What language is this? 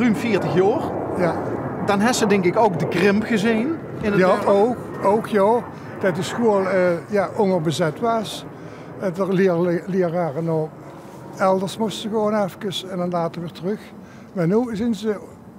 Limburgish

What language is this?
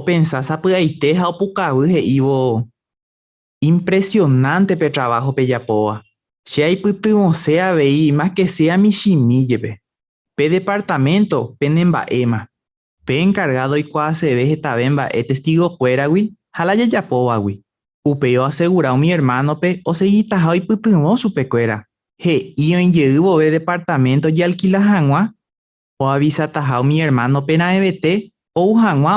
Guarani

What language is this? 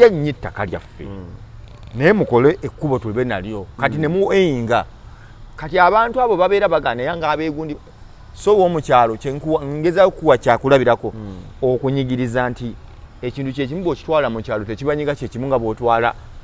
Ganda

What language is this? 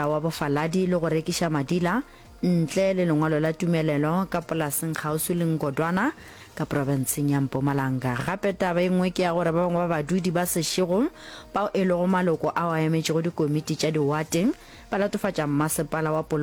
Northern Sotho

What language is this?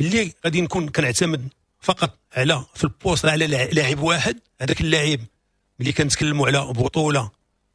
Moroccan Arabic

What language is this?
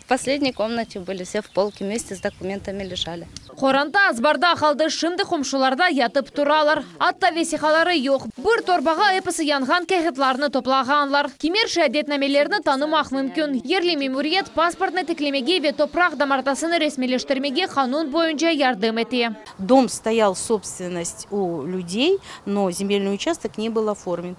Crimean Tatar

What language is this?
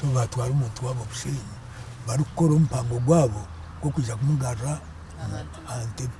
Nyankole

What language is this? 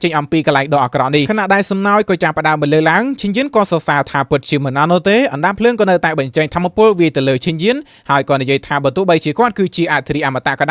Khmer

